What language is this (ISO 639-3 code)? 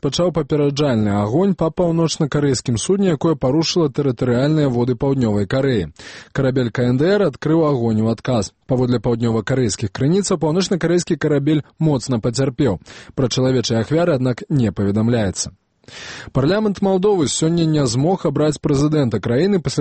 bel